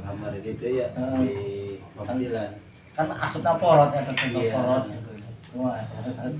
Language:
Sundanese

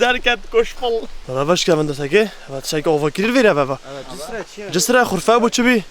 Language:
Kurdish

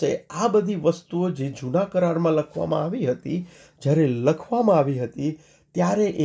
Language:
Gujarati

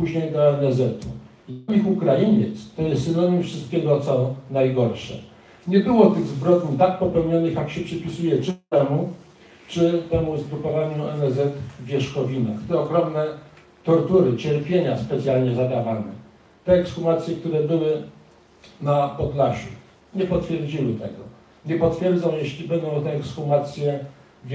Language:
Polish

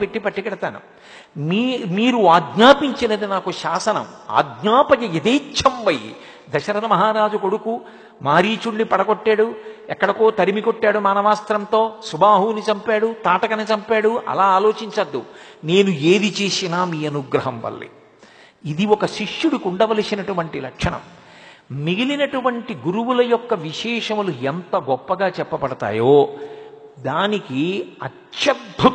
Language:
Telugu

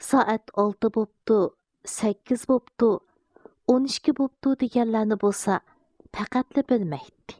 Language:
Uyghur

